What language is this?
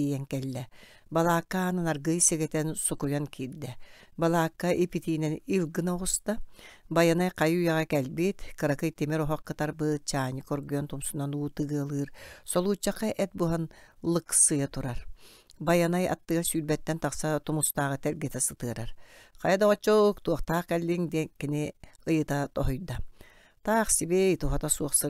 Yakut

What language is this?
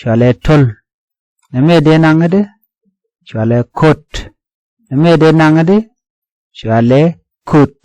Nuer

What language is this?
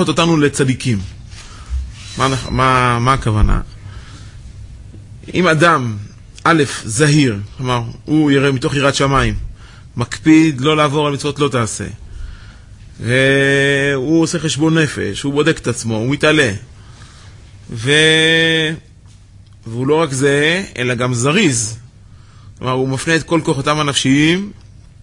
Hebrew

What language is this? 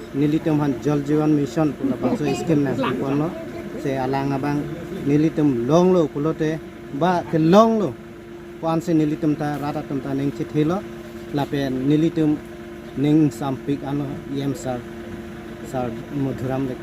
Karbi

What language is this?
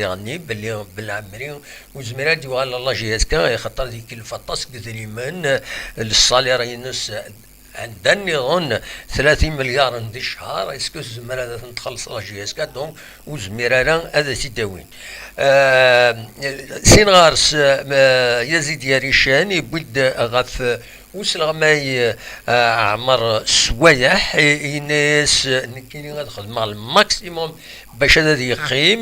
Kabyle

